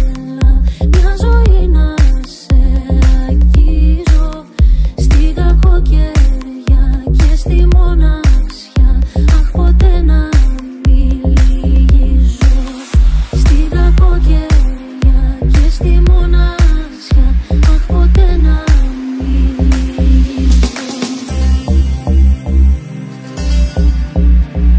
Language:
Greek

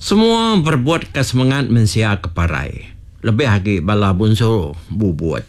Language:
Iban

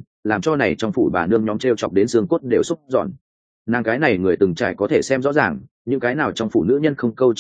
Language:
Vietnamese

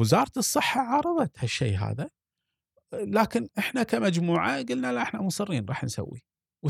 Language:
Gulf Arabic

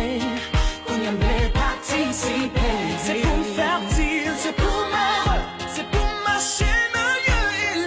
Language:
Haitian Creole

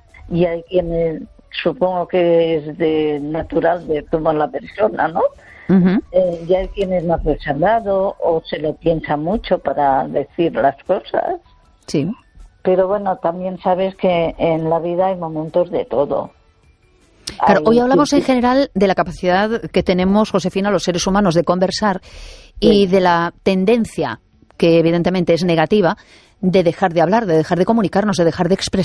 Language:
Spanish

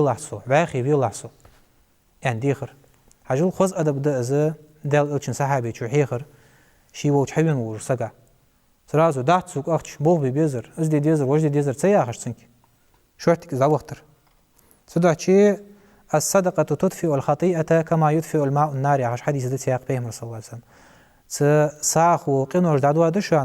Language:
Ingush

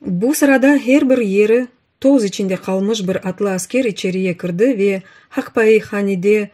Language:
Crimean Tatar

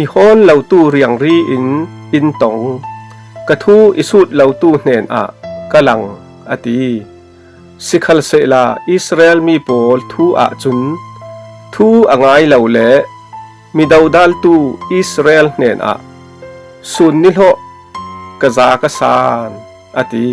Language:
Falam Chin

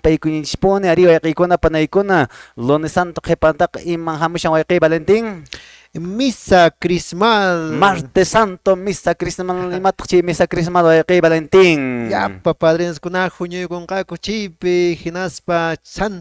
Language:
Quechua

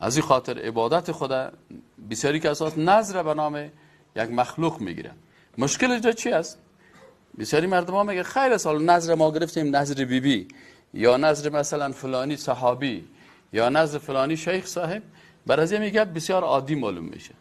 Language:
Persian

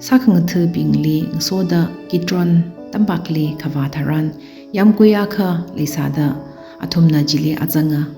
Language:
Tangkhul Naga (India)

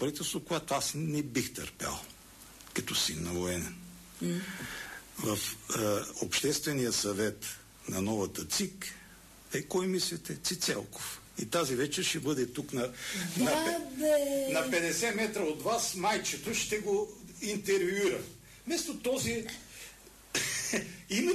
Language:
Bulgarian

